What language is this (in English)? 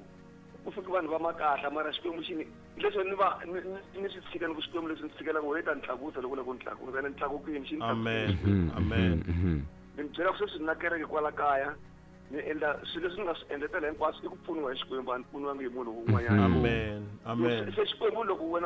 Tsonga